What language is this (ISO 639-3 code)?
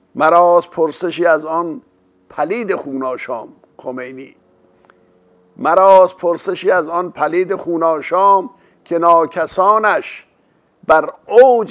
fas